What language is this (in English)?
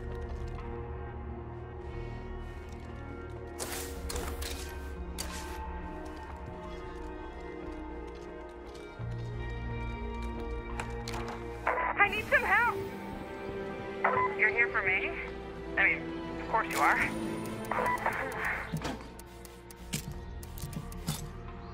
English